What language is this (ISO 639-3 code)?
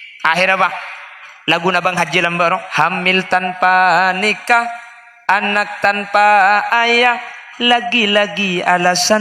mad